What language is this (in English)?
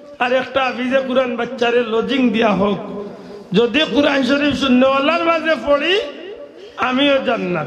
Sylheti